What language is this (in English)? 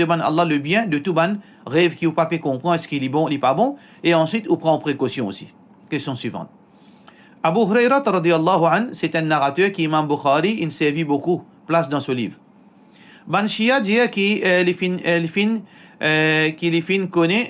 Morisyen